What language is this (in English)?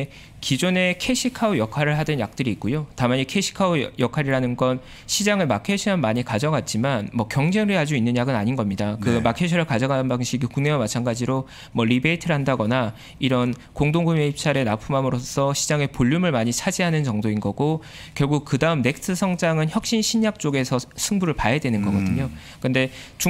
Korean